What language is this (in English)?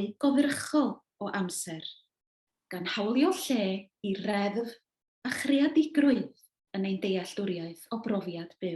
Welsh